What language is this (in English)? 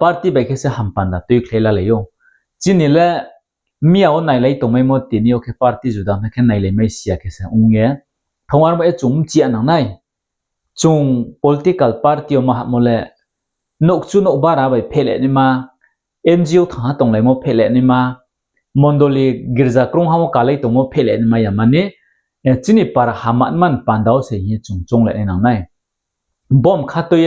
Riang (India)